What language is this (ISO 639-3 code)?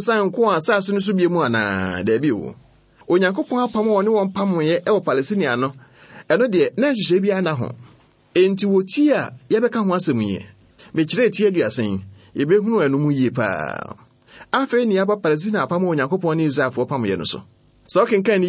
aka